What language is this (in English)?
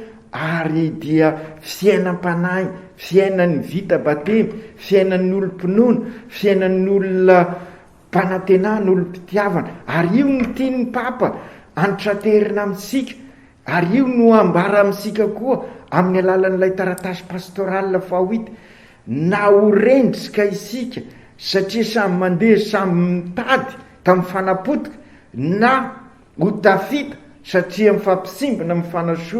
Malagasy